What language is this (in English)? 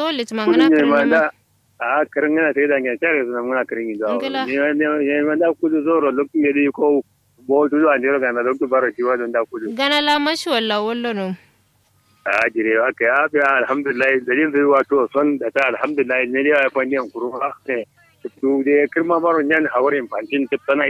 Kanuri